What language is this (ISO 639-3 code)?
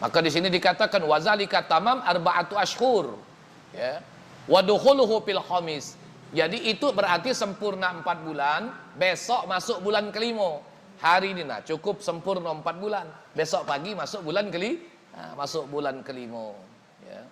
mui